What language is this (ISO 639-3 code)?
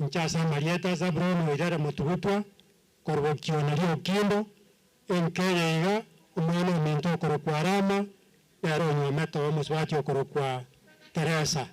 guz